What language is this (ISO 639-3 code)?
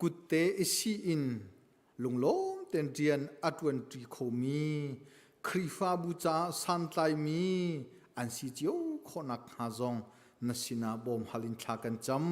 cnh